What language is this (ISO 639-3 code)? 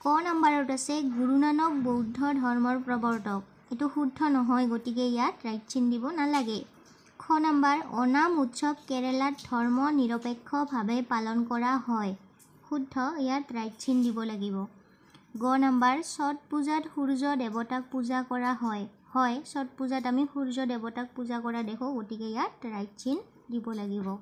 asm